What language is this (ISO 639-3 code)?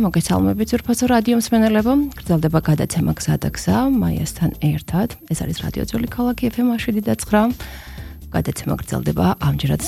kat